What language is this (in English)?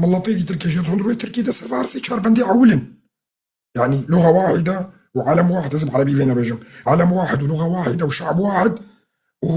Kurdish